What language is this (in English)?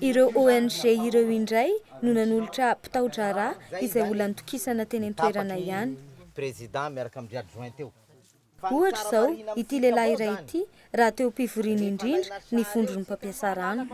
Malagasy